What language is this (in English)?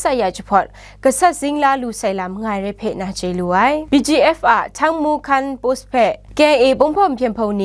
Kachin